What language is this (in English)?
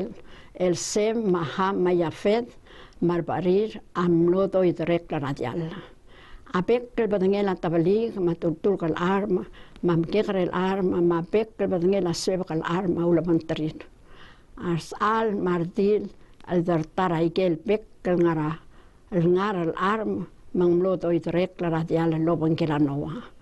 Palauan